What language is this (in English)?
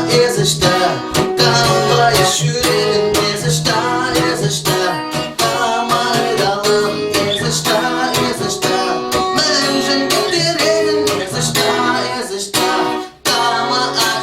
Chuvash